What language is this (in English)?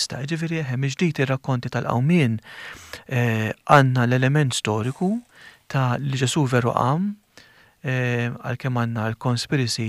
Maltese